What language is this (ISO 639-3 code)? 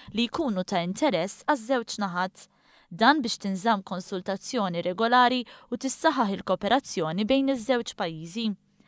mlt